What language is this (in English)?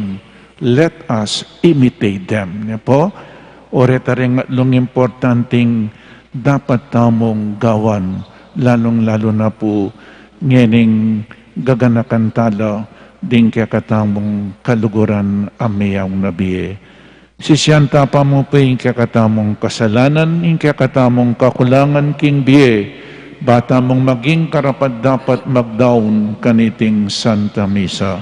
Pampanga